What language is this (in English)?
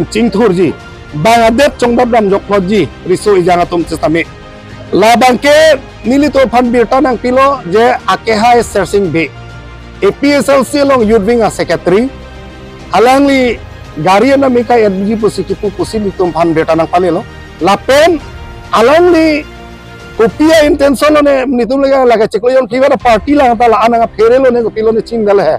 Karbi